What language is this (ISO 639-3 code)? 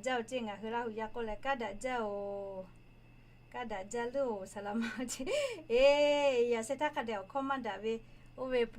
lhu